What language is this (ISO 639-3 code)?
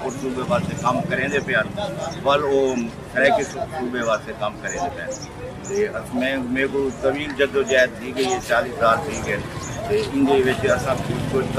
skr